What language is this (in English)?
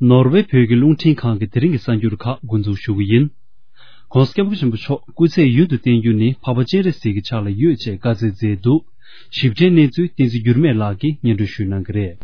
Tibetan